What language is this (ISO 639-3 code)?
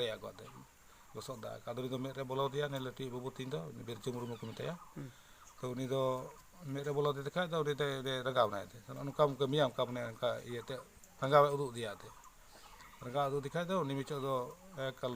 sat